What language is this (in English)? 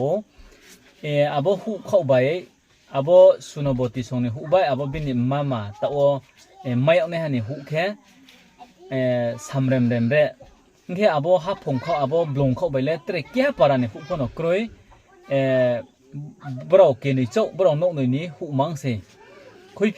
Riang (India)